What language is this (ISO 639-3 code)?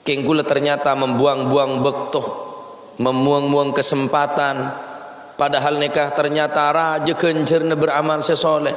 mad